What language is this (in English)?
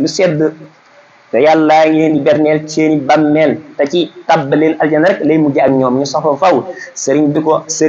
Wolof